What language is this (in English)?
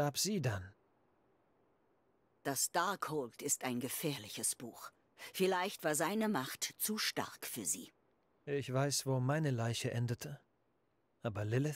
German